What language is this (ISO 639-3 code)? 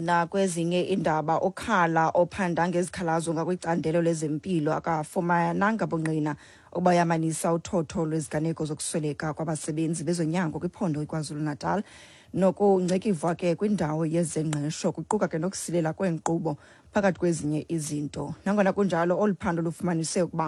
xho